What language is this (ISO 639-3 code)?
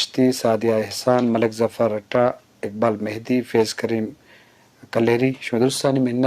bgp